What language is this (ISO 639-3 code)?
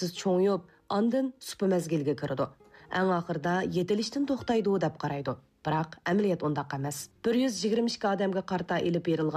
uig